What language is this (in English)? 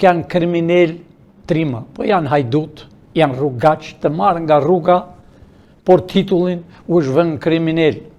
Albanian